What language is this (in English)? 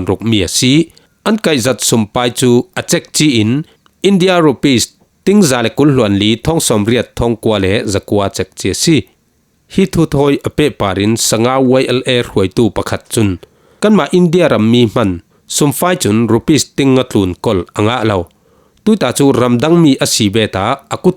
Falam Chin